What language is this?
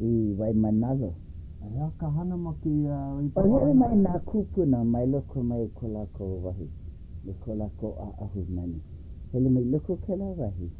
Hawaiian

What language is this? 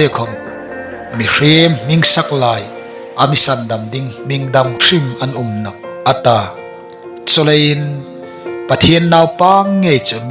Hmar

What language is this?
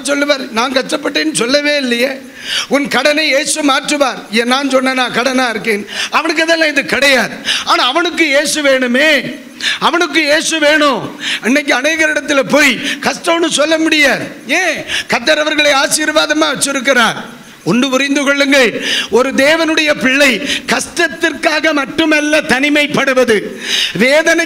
Tamil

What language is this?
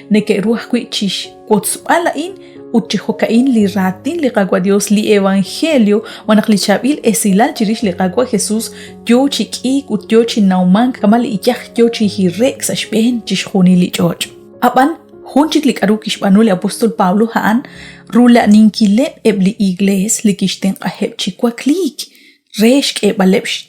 Kekchí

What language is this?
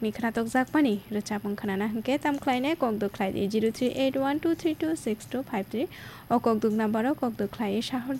Kok Borok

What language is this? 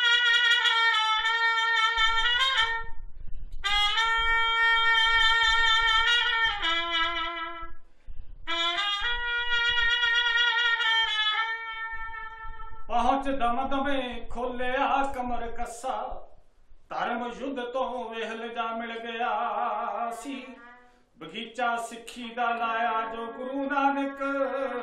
Punjabi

